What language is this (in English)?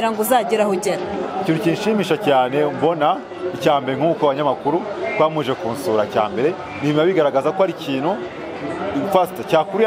Kinyarwanda